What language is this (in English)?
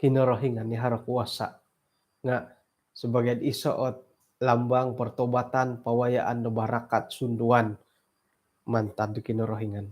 Central Dusun